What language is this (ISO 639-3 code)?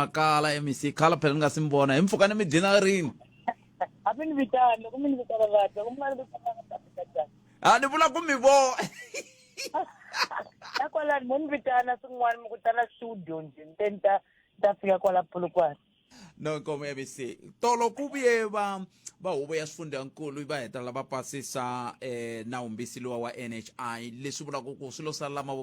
tso